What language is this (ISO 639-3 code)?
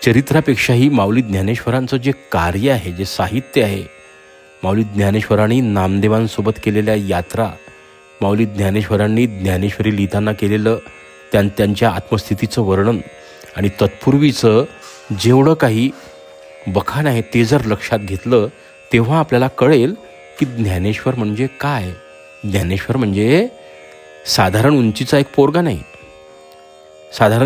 mar